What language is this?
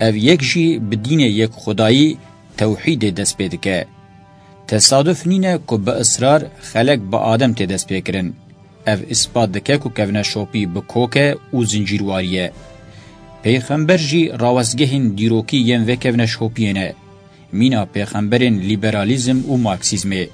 Kurdish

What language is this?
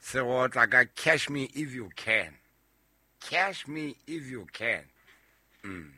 Southern Sotho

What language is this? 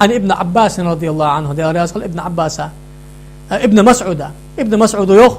Ingush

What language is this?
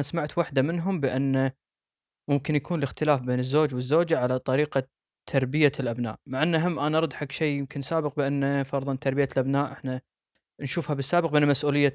Gulf Arabic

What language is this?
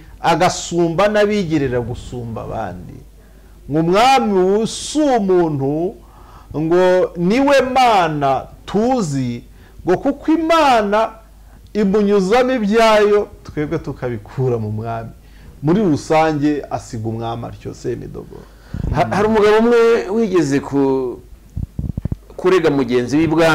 Kinyarwanda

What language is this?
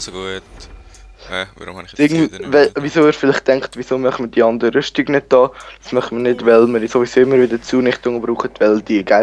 Swiss German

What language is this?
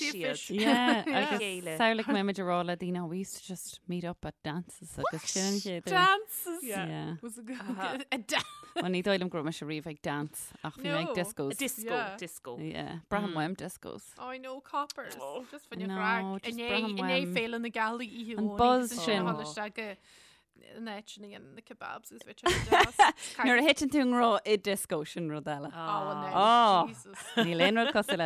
Irish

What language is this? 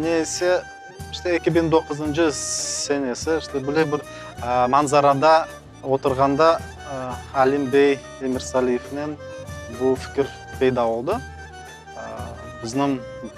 Crimean Tatar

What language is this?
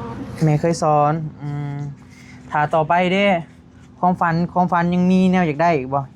Northeastern Thai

